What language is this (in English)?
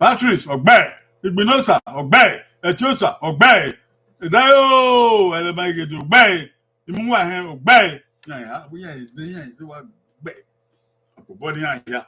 Bini